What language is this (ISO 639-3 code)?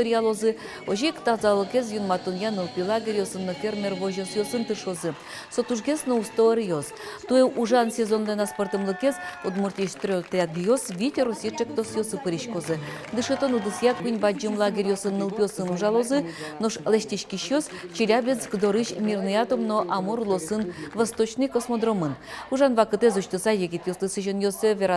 udm